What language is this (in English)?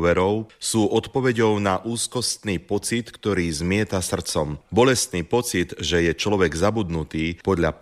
Slovak